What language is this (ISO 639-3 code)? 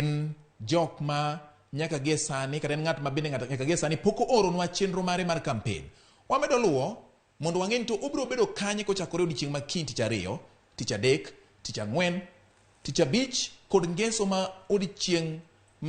luo